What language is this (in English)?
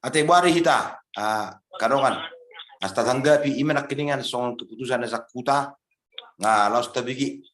Batak Toba